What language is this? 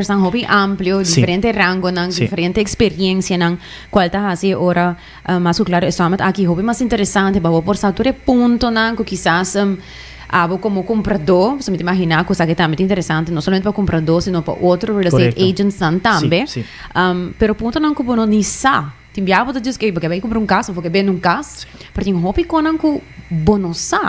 Papiamento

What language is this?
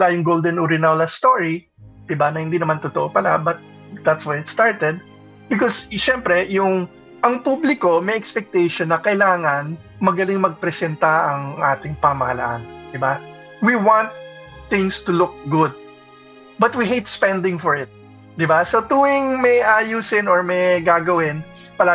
Filipino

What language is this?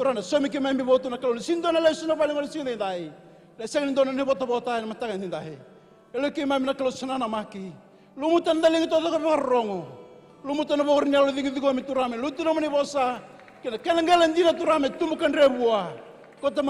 Fijian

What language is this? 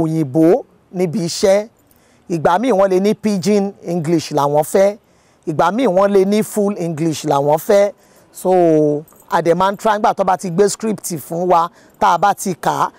Yoruba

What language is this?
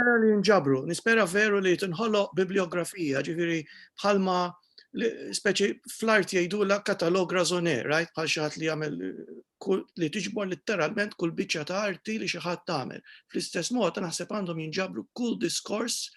Maltese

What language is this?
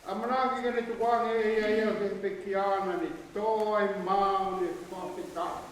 Tongan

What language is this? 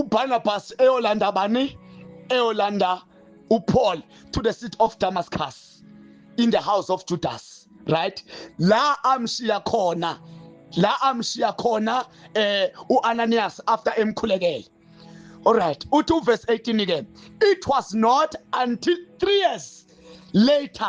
Zulu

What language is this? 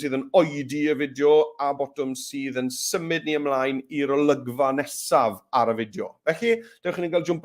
Welsh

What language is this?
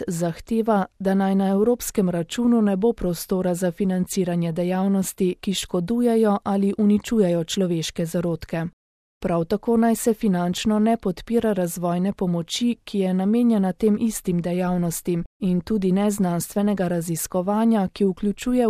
Slovenian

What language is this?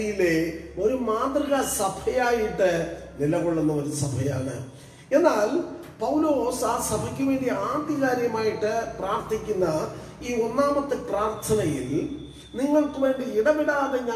Malayalam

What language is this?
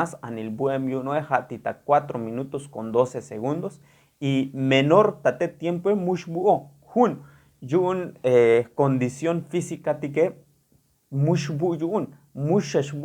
Tzotzil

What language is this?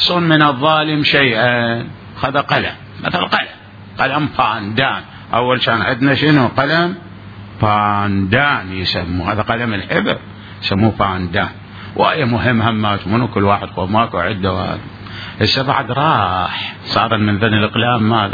Mesopotamian Arabic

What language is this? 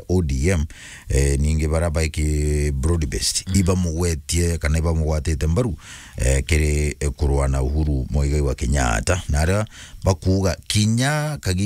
Meru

